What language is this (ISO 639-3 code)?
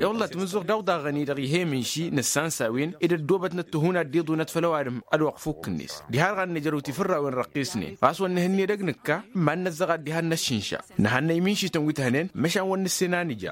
taq